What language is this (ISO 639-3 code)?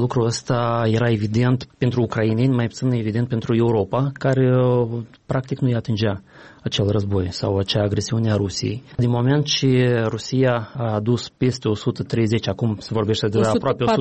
ron